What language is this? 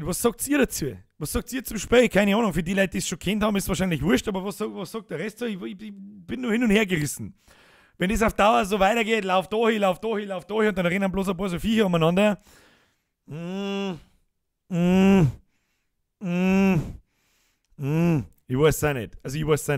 Bavarian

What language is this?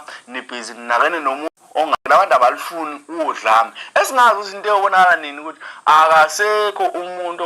Zulu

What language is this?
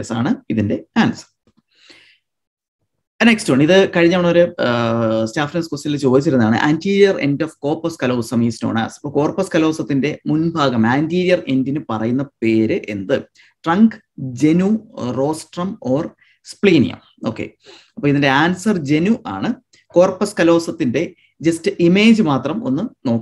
Malayalam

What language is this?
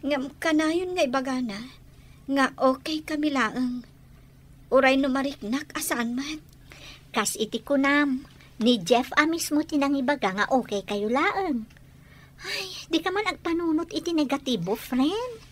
Iloko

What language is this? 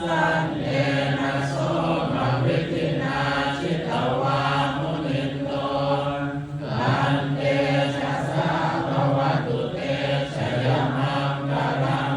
Pali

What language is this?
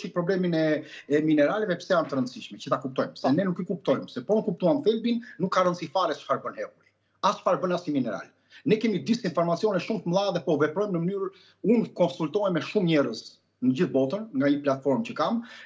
Albanian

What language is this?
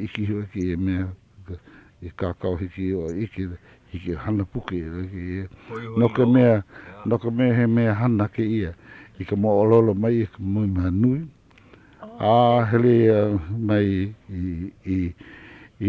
Hawaiian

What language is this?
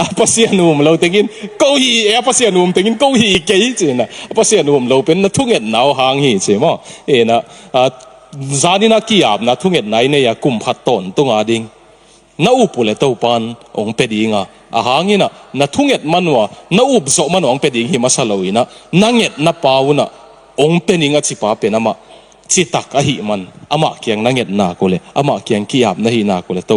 Tedim Chin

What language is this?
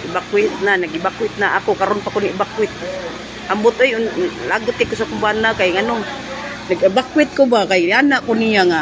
Cebuano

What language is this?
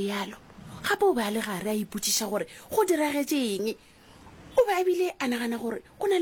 Northern Sotho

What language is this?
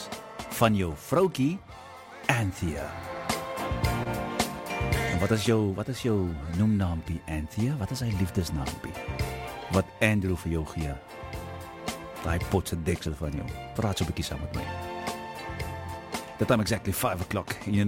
Afrikaans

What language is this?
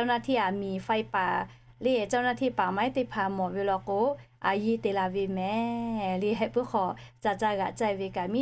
Lahu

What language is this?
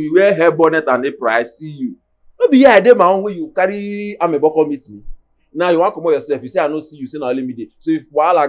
Nigerian Pidgin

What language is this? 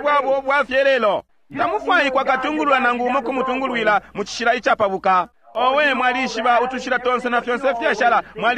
Bemba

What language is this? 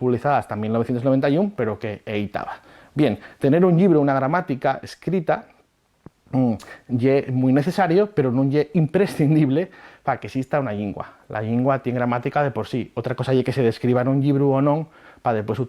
Asturian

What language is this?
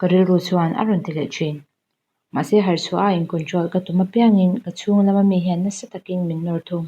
Mizo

